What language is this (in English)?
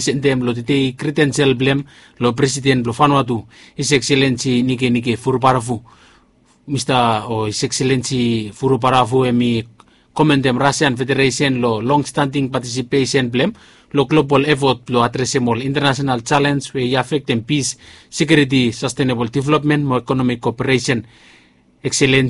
Bislama